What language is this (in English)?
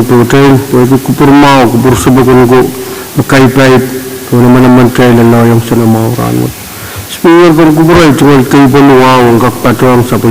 Pohnpeian